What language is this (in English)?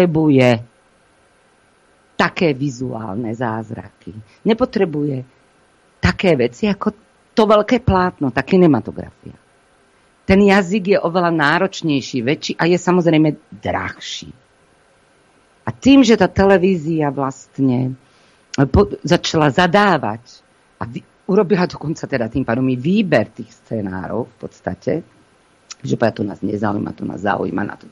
Slovak